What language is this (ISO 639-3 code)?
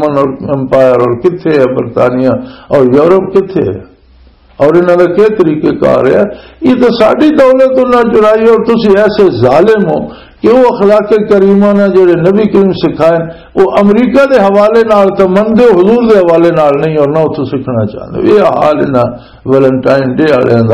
lah